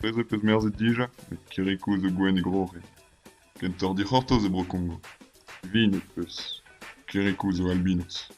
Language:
Breton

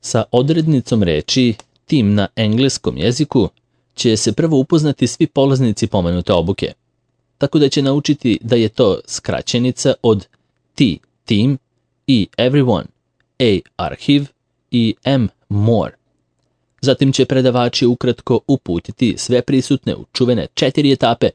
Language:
Serbian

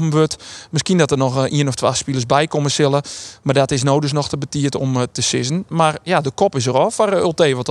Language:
Western Frisian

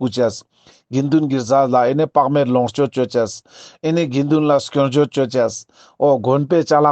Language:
Ladakhi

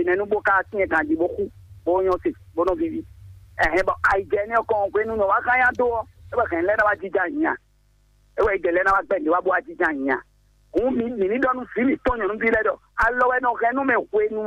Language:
Fon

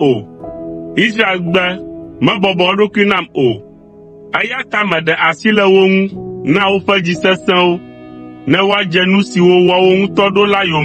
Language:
Ewe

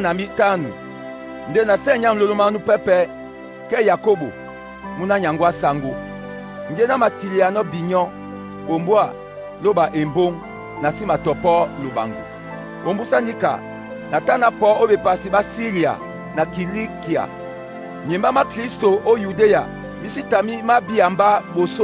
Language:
Duala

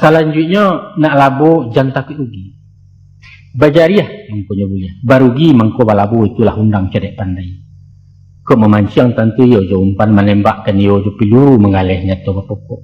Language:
Minangkabau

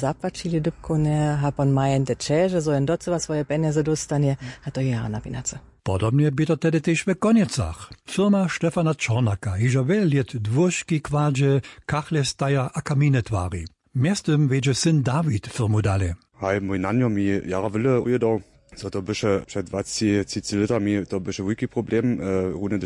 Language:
Upper Sorbian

